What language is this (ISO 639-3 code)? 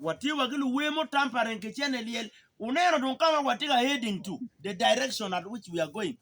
ach